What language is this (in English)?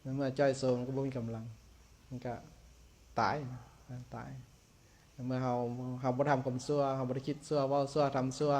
Lao